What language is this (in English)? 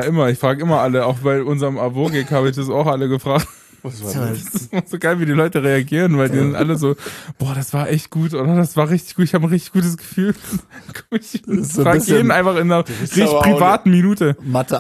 German